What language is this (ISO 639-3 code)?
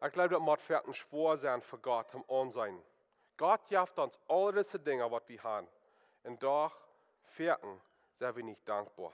pdt